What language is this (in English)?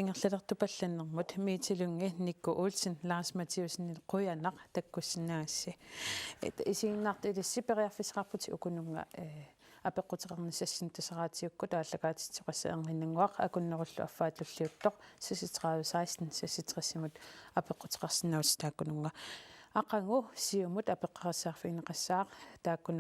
Kalaallisut